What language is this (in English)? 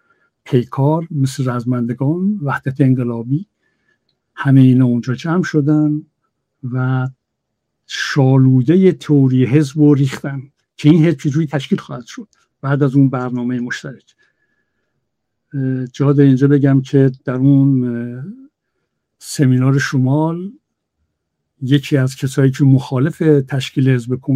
Persian